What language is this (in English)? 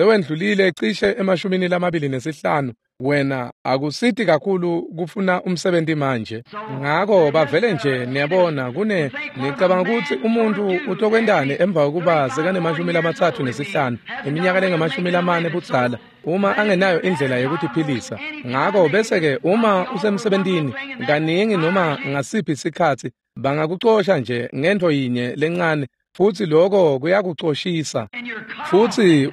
Swati